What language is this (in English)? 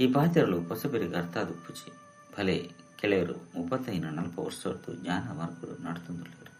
Tulu